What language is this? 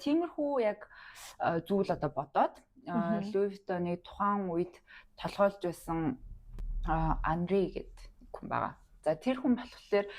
Mongolian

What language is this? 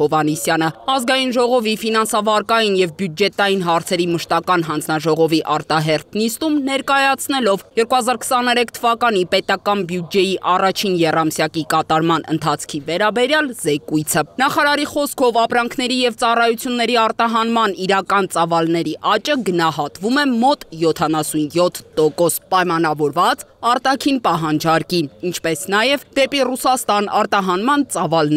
Armenian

